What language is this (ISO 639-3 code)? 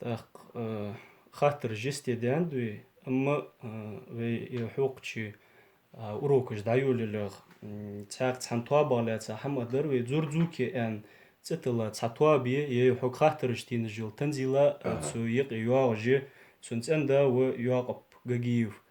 inh